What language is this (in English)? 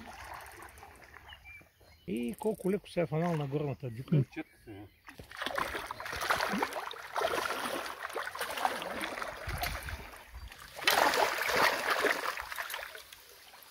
Bulgarian